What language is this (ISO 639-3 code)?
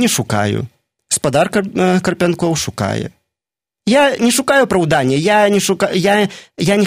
bel